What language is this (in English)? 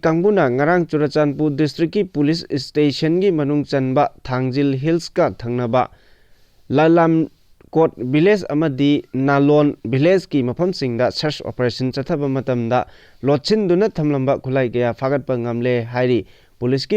Manipuri